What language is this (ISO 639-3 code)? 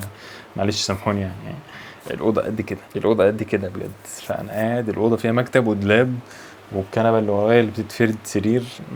arz